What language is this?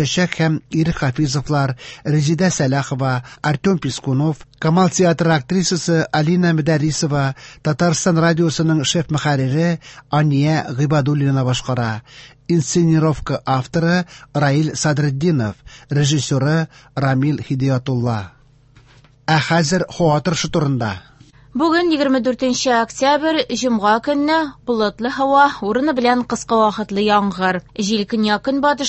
Tatar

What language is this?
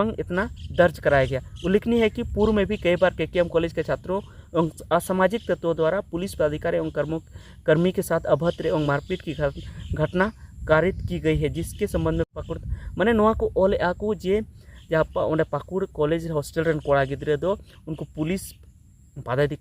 Santali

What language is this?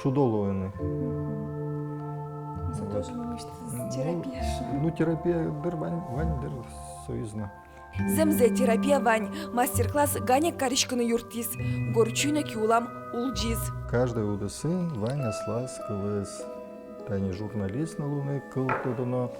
Udmurt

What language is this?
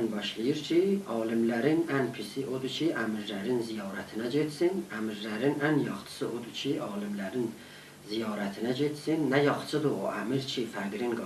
South Azerbaijani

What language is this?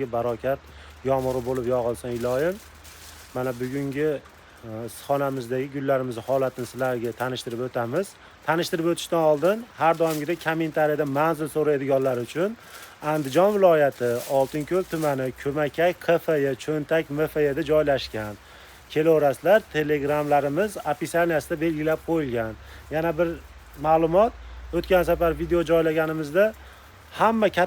Uzbek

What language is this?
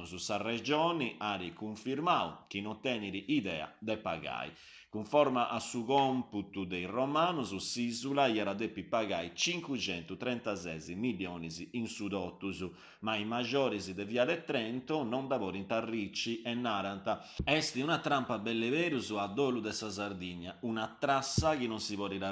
Sardinian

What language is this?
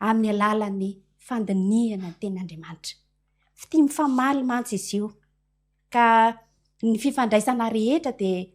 Malagasy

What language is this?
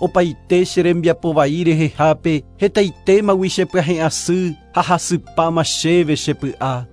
Guarani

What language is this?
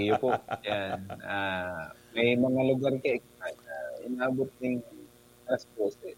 Bikol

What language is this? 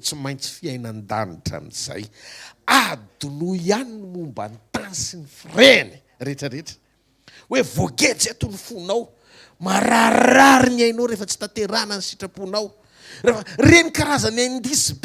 Malagasy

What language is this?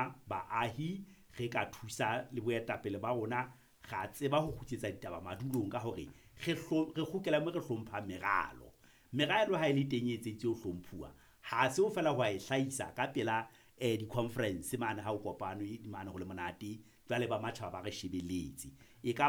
Southern Sotho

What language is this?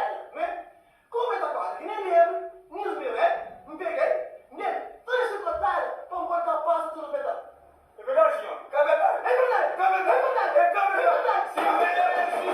Kabuverdianu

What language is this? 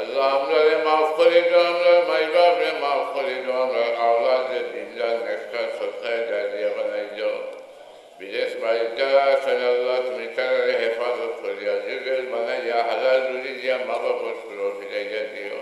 Sylheti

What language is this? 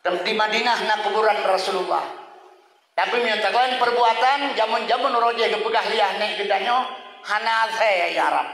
Achinese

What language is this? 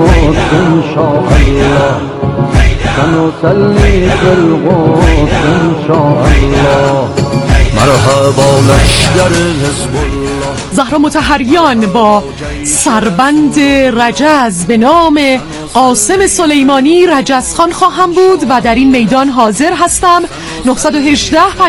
Persian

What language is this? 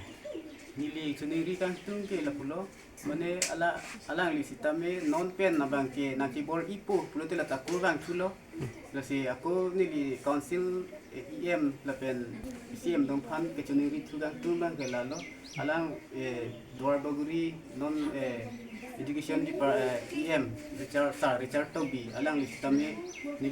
Karbi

